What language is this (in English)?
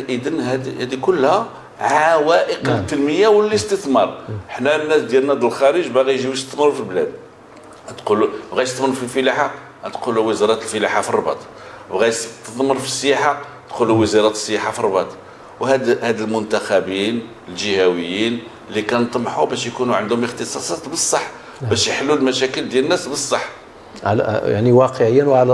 Moroccan Arabic